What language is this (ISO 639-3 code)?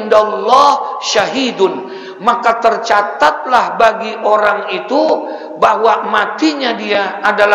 ind